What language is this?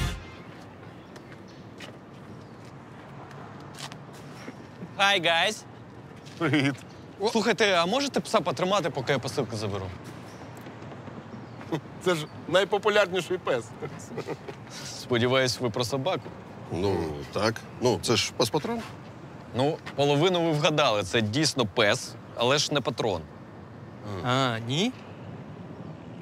Ukrainian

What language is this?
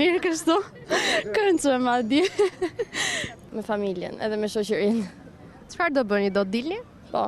Albanian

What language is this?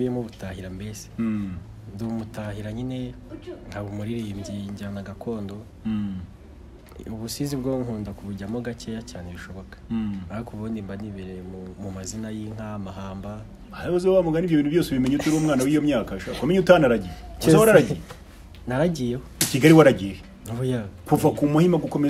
Kinyarwanda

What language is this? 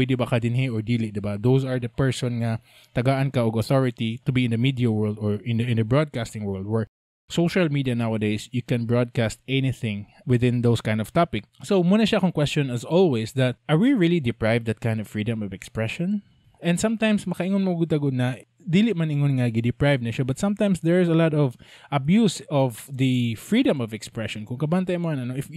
Cebuano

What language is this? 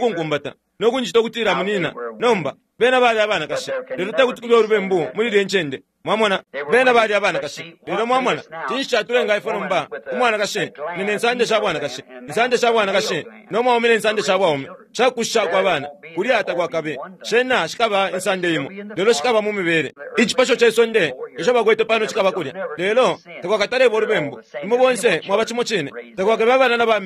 Bemba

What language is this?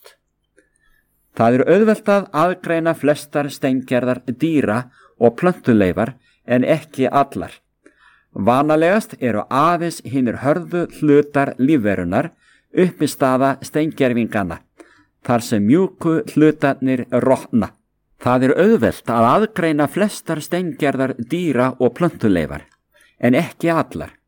Icelandic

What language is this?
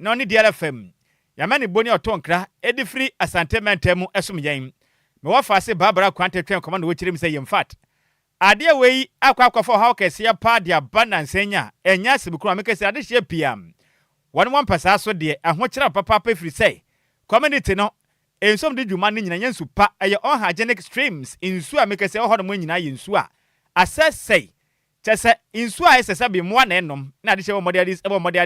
Akan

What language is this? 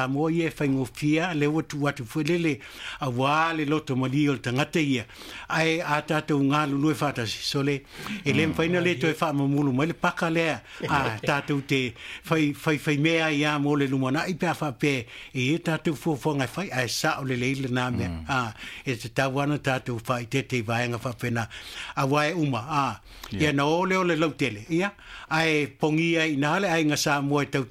Samoan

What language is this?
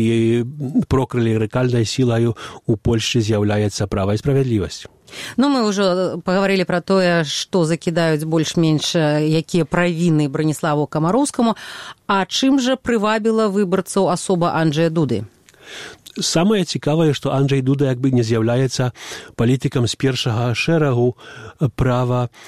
Belarusian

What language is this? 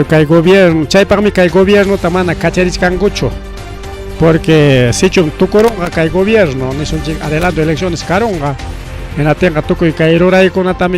Ayacucho Quechua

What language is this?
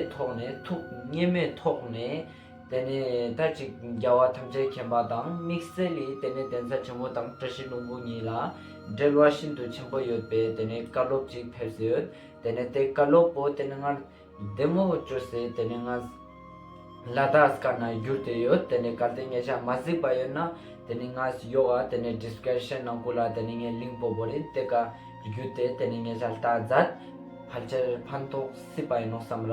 Ladakhi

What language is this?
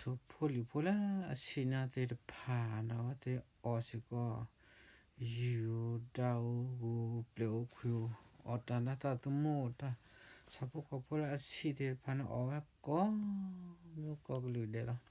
S'gaw Karen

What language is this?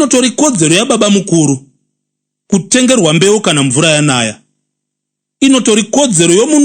Shona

